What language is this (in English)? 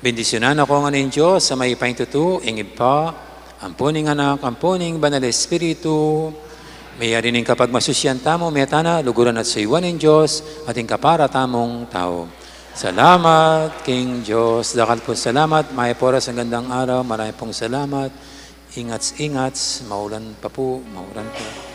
Pampanga